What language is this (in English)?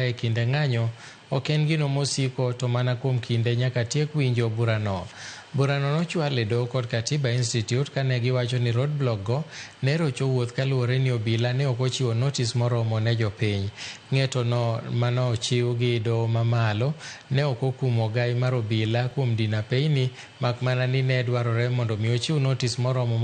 Luo (Kenya and Tanzania)